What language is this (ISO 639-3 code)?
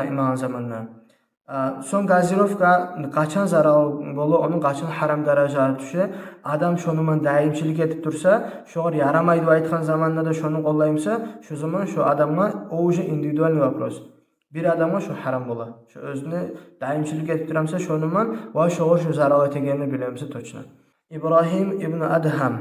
kum